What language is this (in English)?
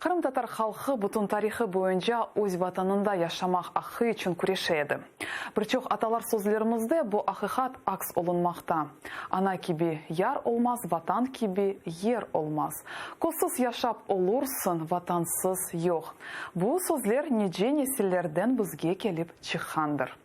Crimean Tatar